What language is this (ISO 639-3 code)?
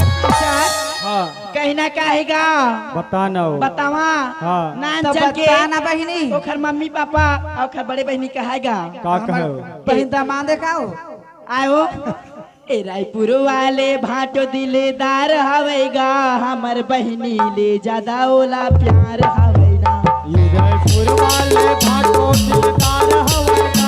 hne